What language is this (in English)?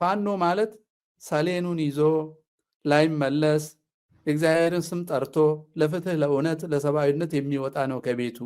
Amharic